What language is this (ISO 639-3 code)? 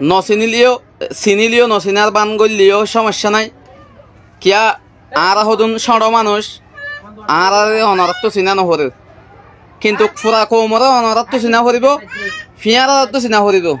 rhg